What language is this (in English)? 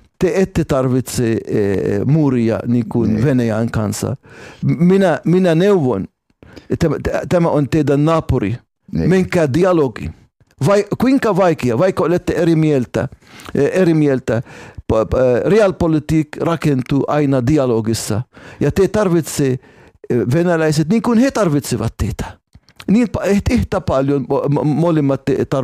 Finnish